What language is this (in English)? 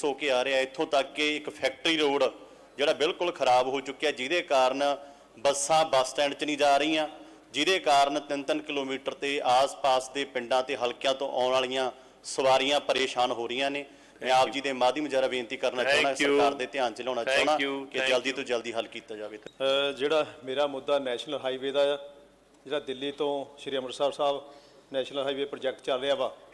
Punjabi